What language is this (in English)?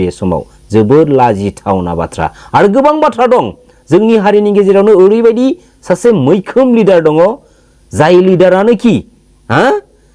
Bodo